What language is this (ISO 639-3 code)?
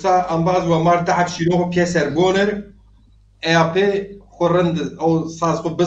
zza